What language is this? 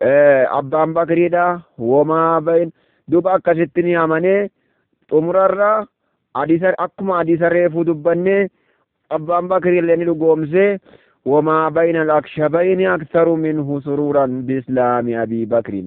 Oromo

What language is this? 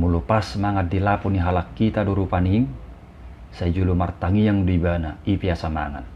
Batak Toba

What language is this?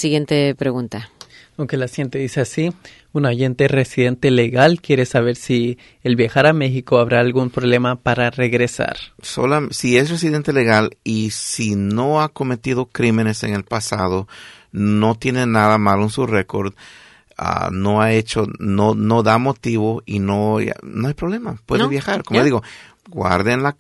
Spanish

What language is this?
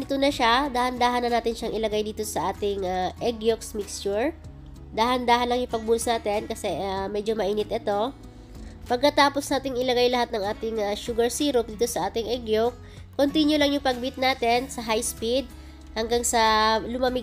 Filipino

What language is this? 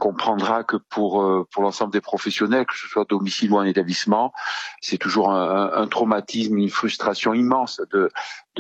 French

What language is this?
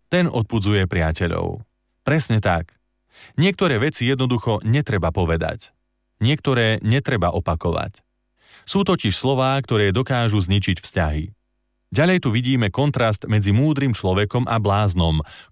Slovak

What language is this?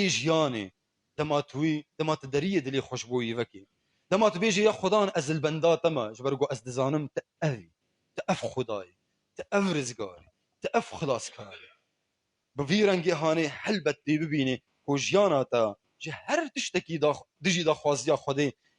Kurdish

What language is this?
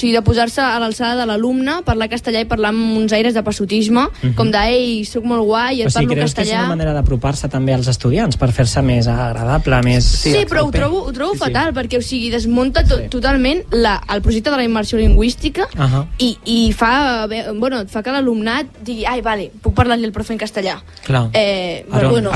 Catalan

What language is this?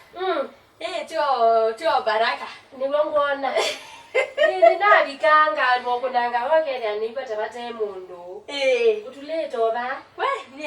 Kamba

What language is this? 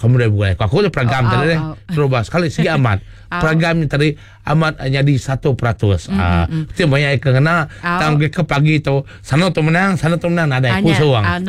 Iban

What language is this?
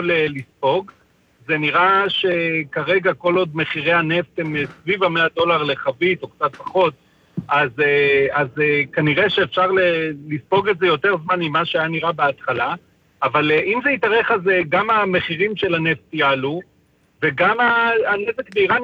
Hebrew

